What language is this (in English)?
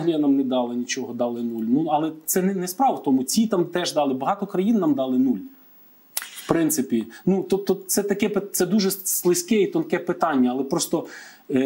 Ukrainian